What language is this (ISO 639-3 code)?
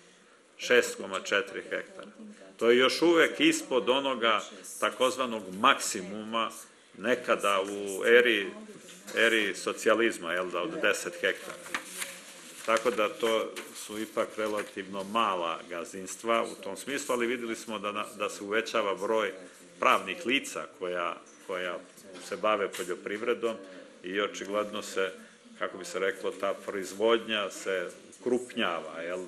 srp